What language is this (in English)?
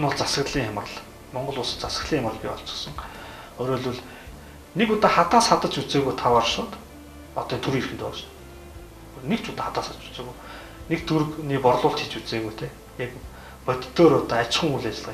Mongolian